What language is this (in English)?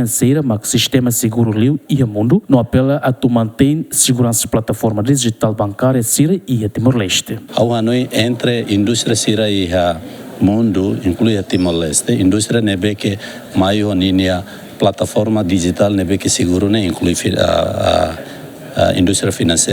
Tetum